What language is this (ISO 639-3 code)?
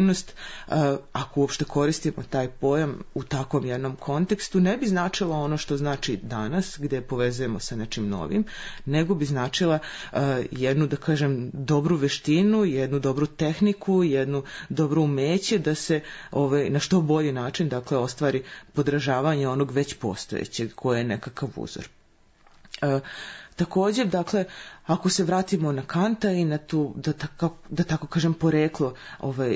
srp